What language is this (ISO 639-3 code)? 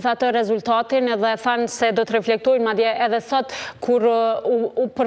sqi